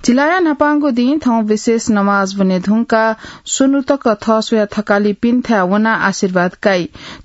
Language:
Newari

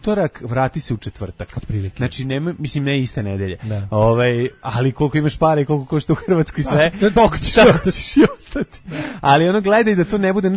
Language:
Serbian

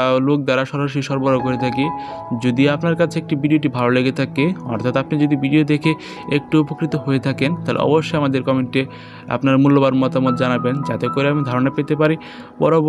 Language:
Bangla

